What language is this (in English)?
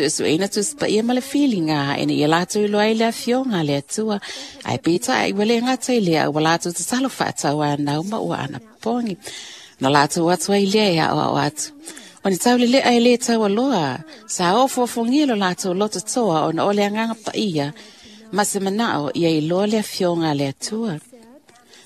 Samoan